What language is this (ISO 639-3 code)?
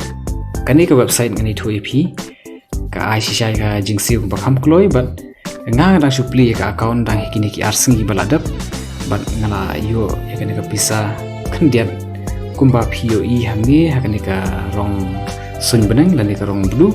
kha